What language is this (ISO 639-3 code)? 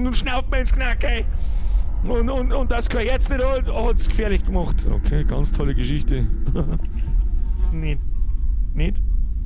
bar